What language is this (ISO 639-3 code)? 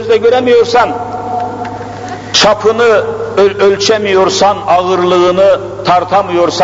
tur